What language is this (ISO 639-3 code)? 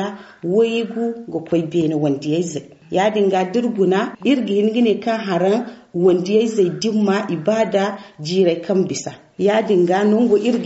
dje